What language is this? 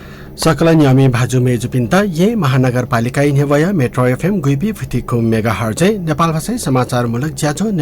Newari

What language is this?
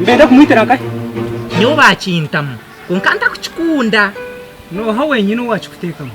Nyankole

